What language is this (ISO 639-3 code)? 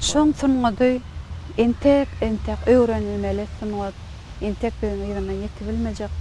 tuk